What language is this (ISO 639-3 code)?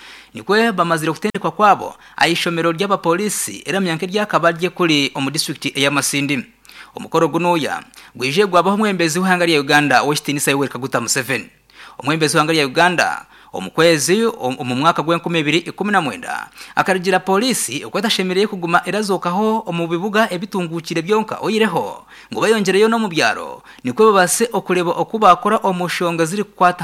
nyn